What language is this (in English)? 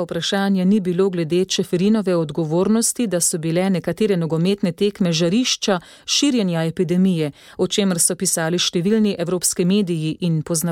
Slovenian